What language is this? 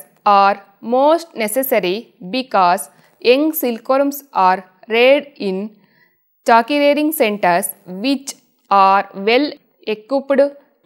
English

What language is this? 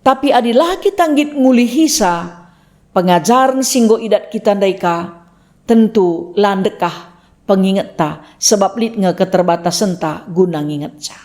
Batak Karo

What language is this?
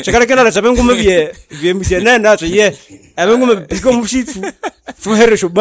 Nande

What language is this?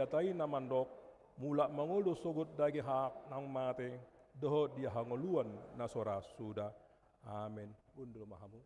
Batak Toba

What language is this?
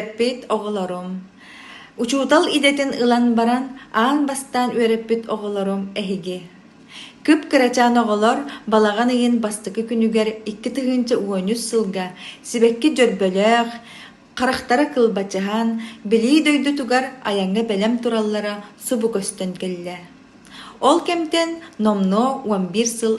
Yakut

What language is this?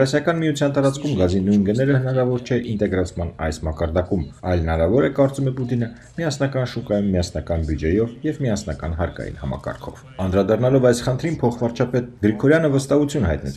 Armenian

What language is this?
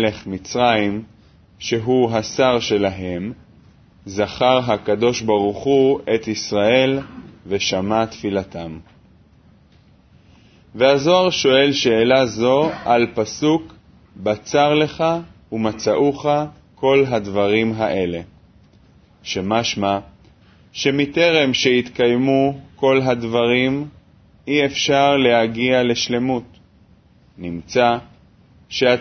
Hebrew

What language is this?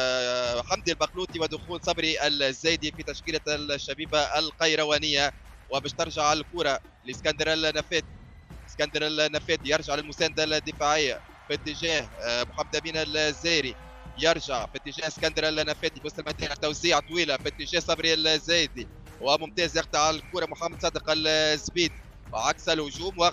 Tunisian Arabic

